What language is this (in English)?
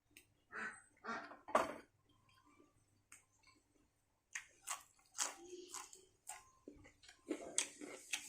Northeastern Thai